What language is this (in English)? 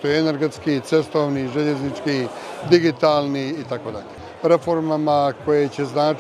Bosnian